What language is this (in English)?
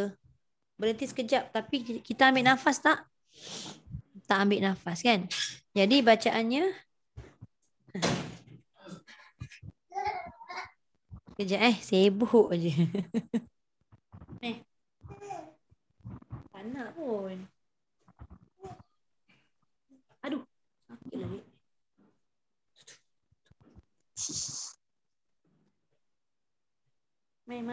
Malay